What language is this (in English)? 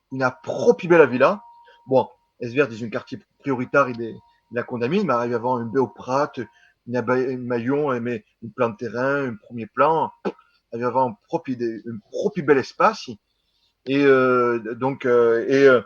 Occitan